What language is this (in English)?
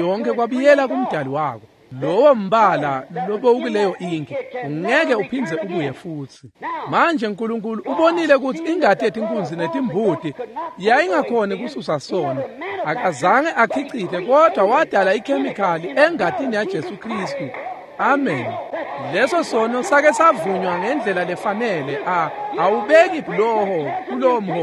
Swati